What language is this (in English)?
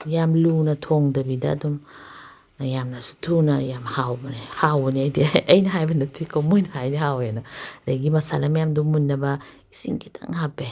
Manipuri